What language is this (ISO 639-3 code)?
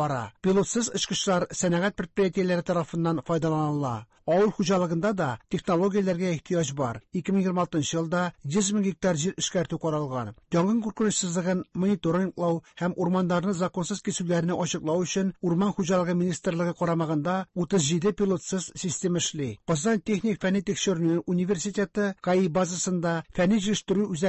tat